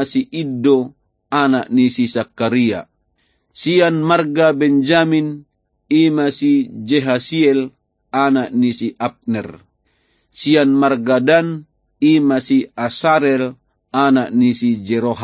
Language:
Batak Toba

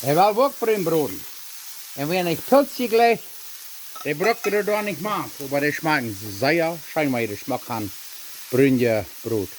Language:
Plautdietsch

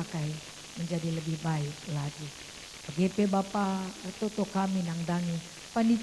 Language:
Batak Karo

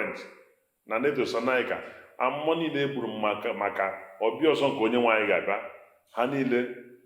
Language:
Igbo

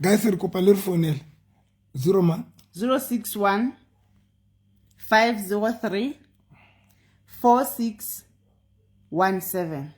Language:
Southern Sotho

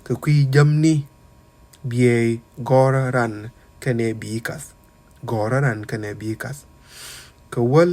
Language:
Nuer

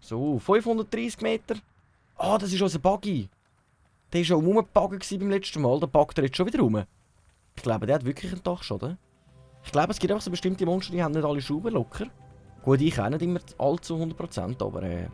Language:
Swiss German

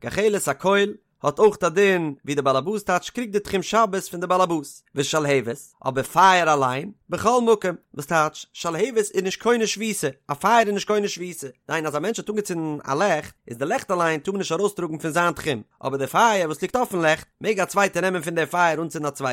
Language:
Yiddish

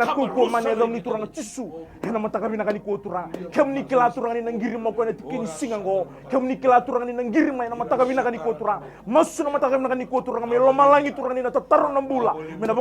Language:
Fijian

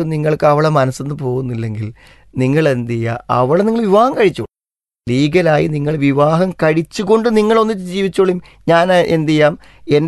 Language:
Malayalam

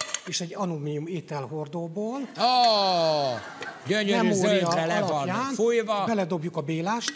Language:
Hungarian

